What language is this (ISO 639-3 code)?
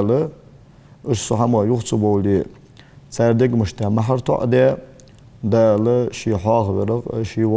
inh